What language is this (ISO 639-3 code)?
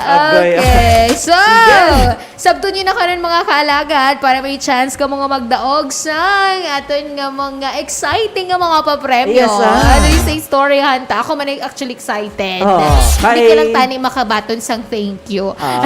hil